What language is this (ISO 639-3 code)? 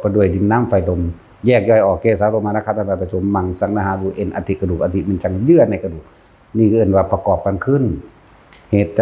tts